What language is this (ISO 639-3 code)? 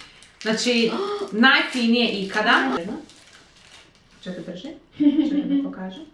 hrv